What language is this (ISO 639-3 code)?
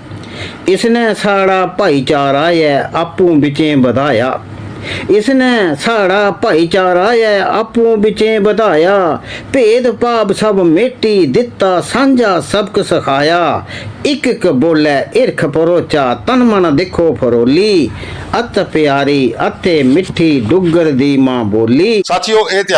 doi